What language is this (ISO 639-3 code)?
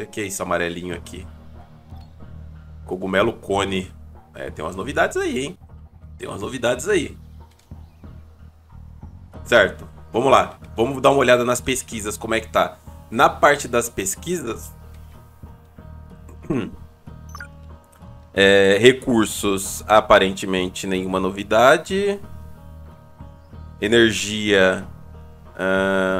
por